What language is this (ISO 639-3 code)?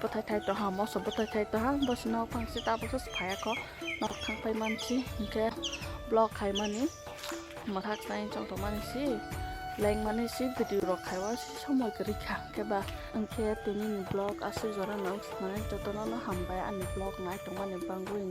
trp